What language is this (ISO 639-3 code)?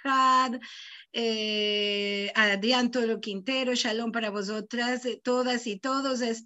lad